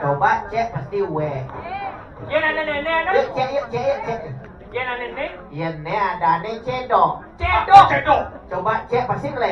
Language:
Balinese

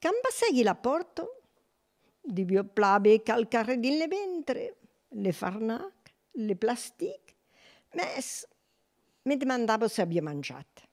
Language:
Occitan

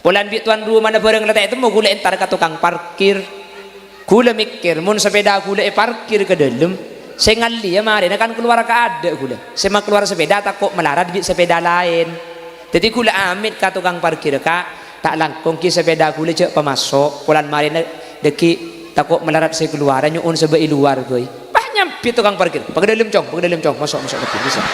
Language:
Madurese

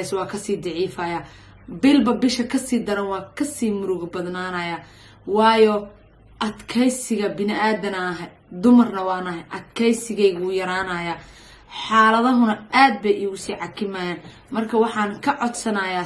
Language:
Somali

